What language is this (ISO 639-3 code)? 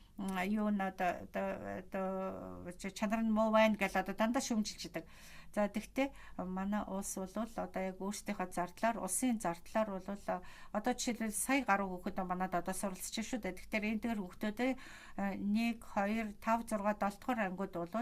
mon